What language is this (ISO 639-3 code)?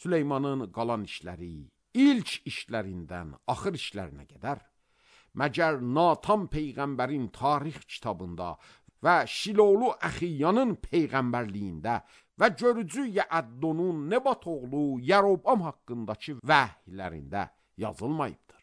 aze